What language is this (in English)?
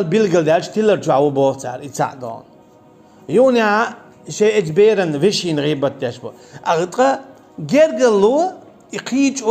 Chechen